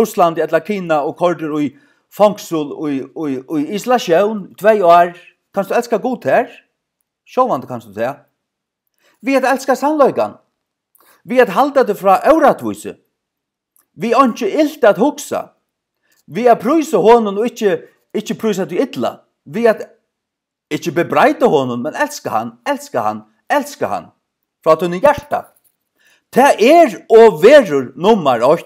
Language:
Faroese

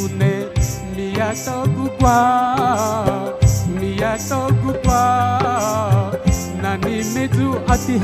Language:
Newari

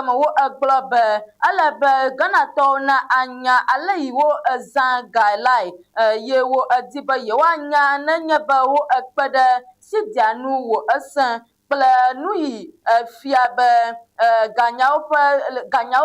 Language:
Ewe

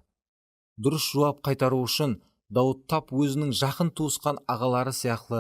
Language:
Kara-Kalpak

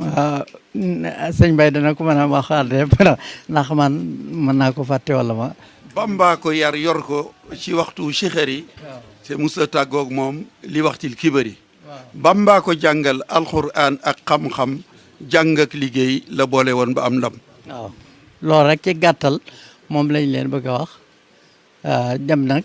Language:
Wolof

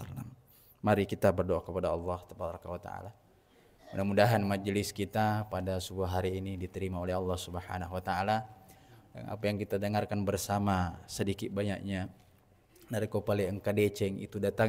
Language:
Buginese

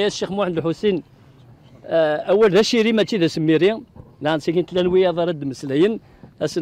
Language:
Kabyle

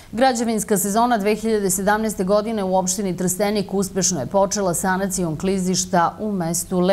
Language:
Serbian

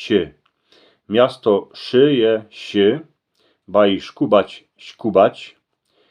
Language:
Silesian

